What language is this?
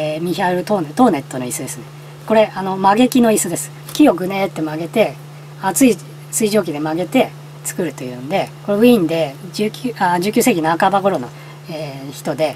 Japanese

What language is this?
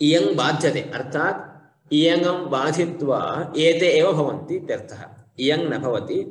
Sanskrit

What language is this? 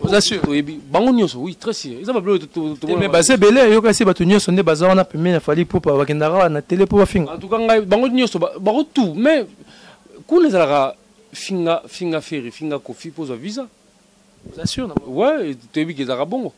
Lingala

